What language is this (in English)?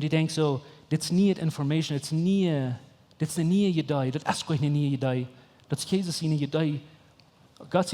Plautdietsch